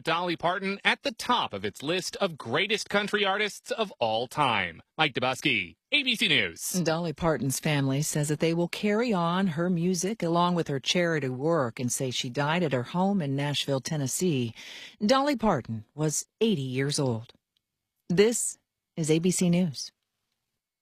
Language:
English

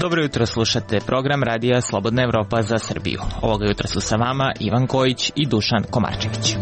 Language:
Serbian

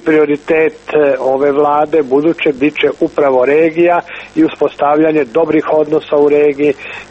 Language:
Serbian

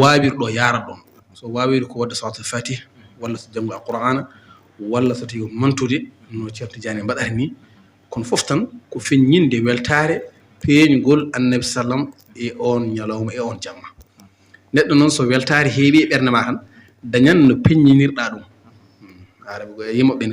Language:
Fula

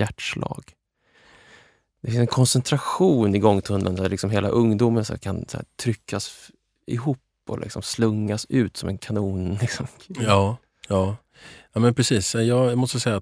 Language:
Swedish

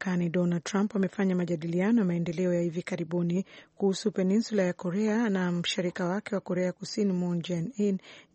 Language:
Swahili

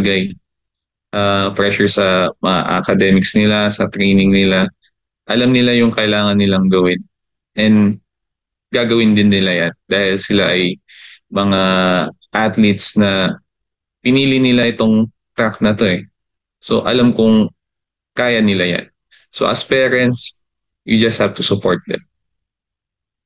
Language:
Filipino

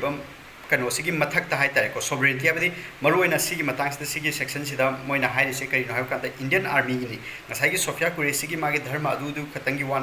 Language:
Manipuri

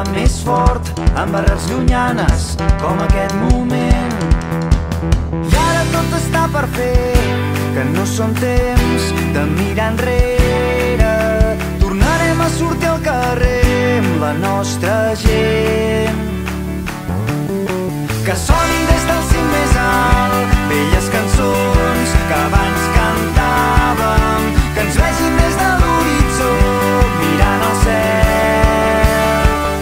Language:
Catalan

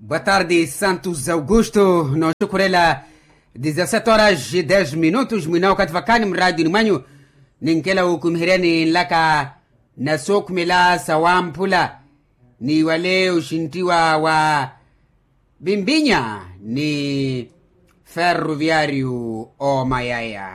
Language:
Makhuwa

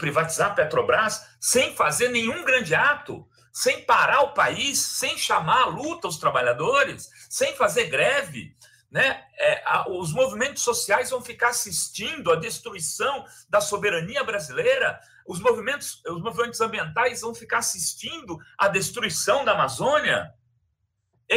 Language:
Portuguese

